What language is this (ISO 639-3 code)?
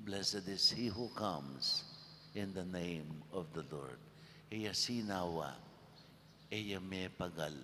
pam